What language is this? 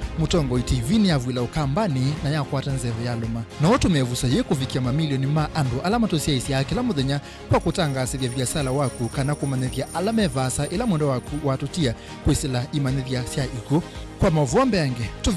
Kamba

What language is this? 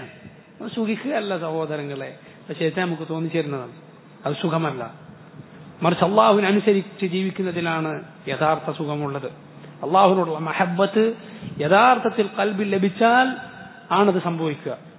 Malayalam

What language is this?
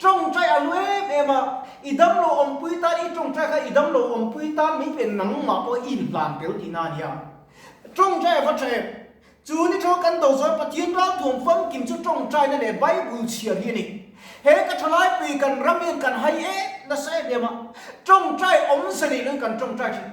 Mizo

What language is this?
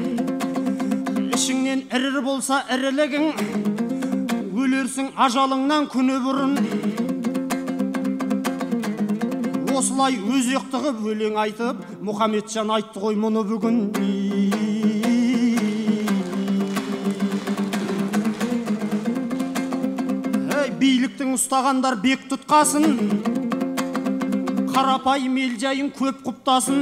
Kazakh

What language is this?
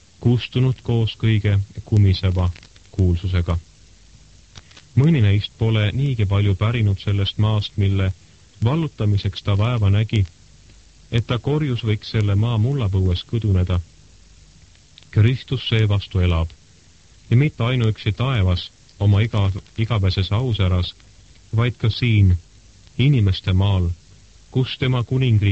Estonian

